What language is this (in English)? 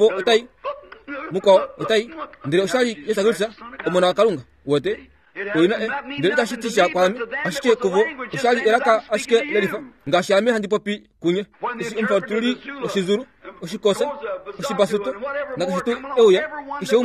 Kuanyama